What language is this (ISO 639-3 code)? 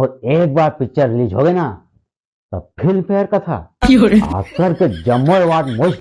hne